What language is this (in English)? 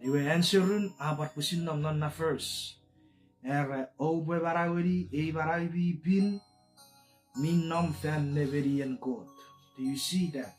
Chuukese